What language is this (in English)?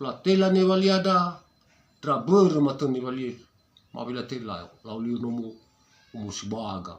Nias